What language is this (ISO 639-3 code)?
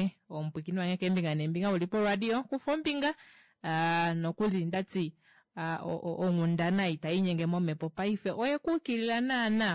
kua